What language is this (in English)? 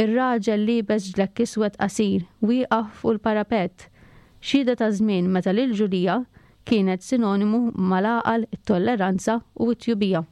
Maltese